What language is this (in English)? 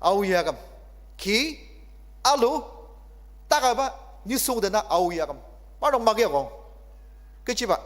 Ao Naga